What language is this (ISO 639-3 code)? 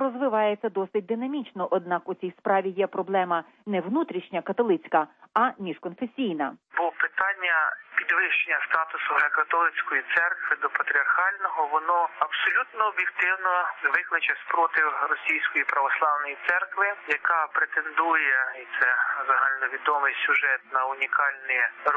ukr